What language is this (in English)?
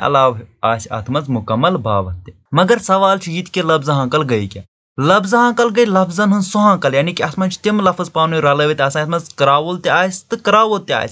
Kashmiri